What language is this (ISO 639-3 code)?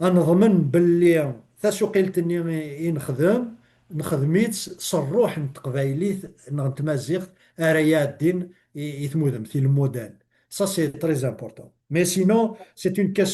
kab